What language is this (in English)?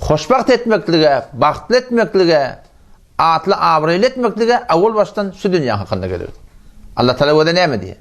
Turkmen